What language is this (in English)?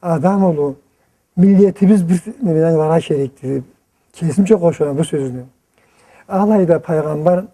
Karachay-Balkar